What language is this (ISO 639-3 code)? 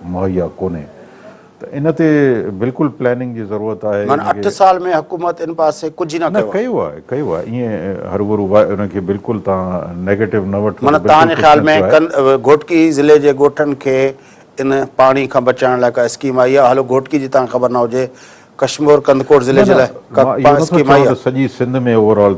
snd